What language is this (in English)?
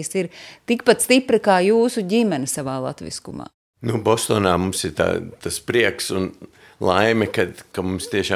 Latvian